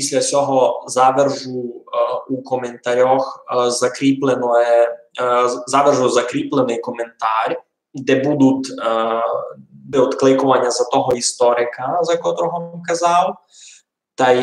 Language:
Rusyn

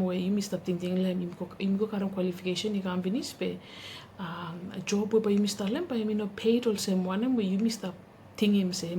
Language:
Bislama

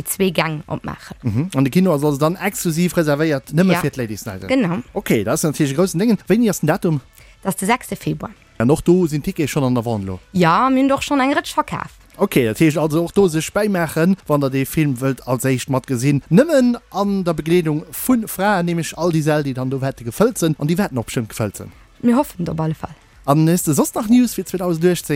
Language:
Luxembourgish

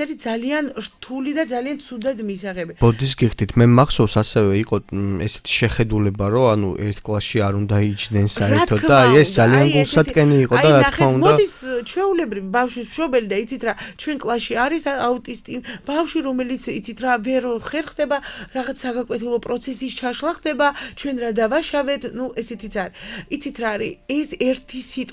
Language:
Georgian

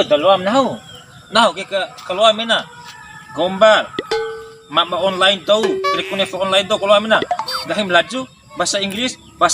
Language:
Bima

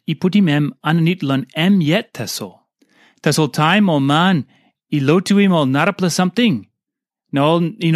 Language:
Tok Pisin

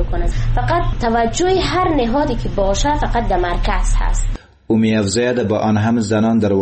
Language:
Persian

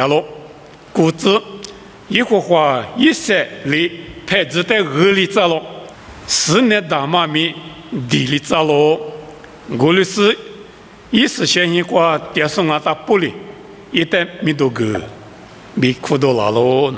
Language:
Lisu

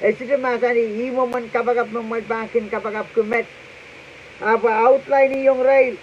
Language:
Pohnpeian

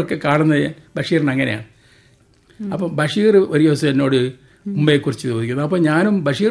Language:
Malayalam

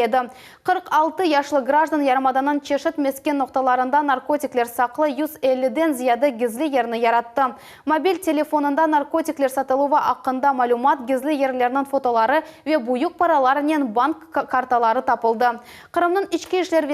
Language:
Crimean Tatar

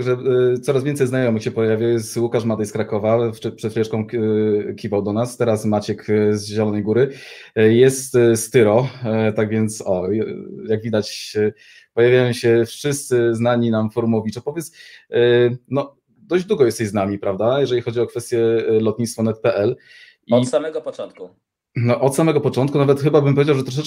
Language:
Polish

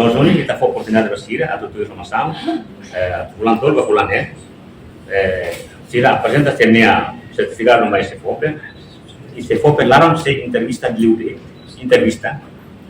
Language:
Tetum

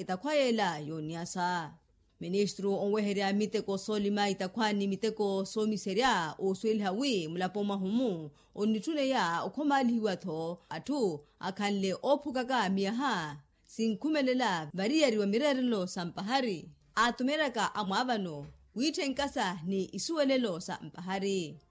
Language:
Makhuwa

